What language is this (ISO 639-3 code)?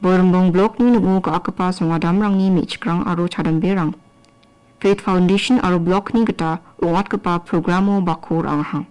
grt